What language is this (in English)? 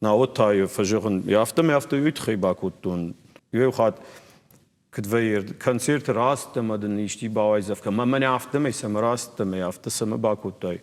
Ossetic